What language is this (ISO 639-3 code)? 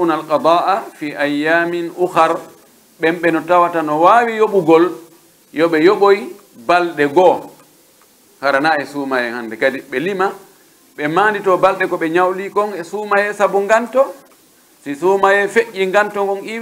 fuf